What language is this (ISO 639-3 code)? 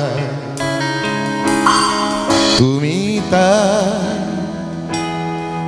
ben